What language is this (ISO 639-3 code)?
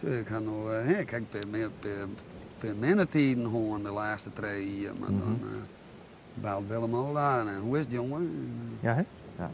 fry